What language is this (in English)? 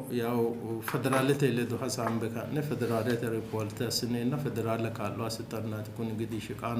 Sidamo